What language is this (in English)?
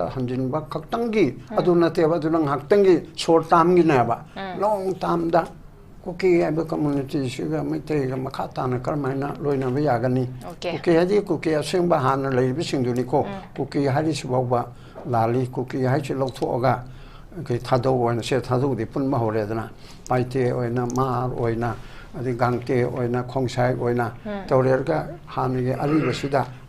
Manipuri